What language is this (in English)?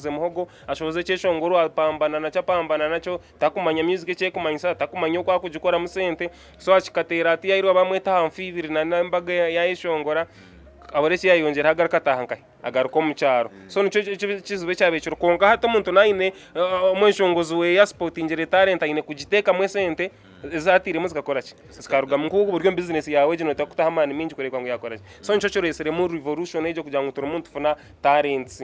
Nyankole